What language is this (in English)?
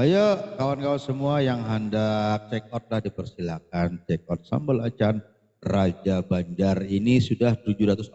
Banjar